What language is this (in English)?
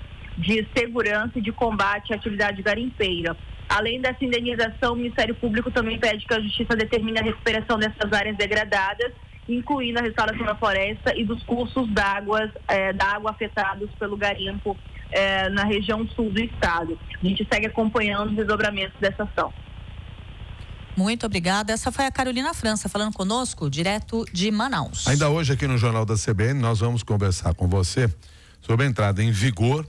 Portuguese